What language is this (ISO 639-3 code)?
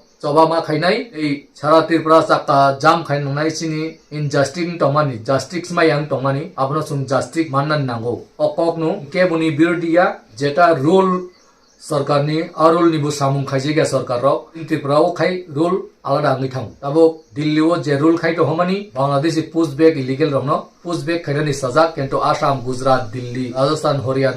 trp